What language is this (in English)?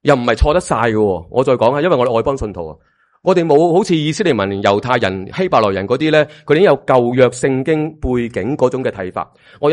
Cantonese